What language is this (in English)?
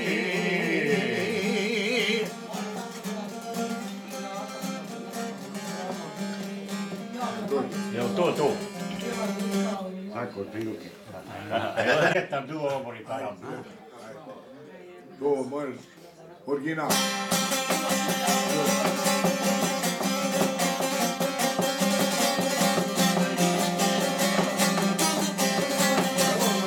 Croatian